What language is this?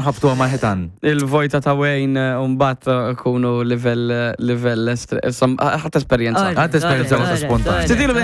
Maltese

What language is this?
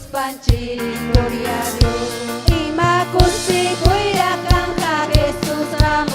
Ayacucho Quechua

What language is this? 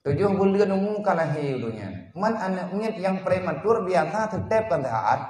Achinese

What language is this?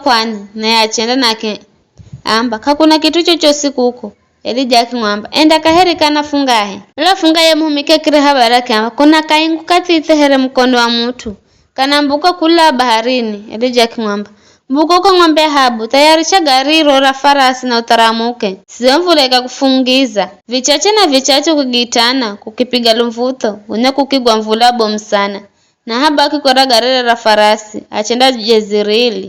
Giryama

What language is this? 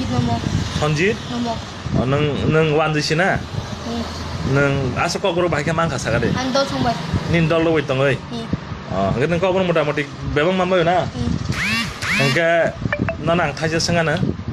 Kok Borok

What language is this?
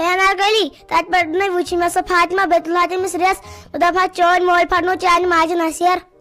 Kashmiri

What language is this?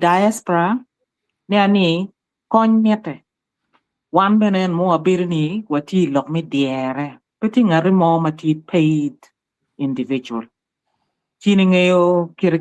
Acoli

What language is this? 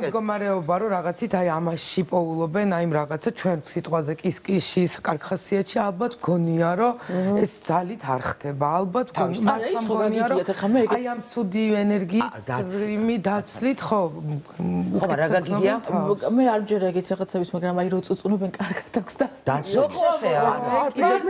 Georgian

